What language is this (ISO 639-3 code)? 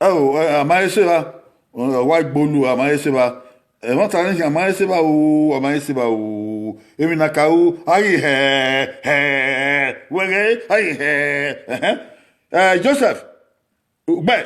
bin